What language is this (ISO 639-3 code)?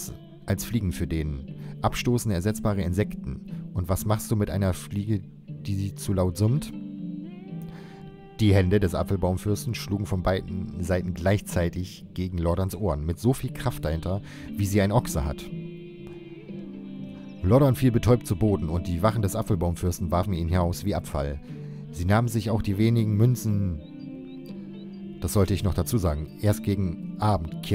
deu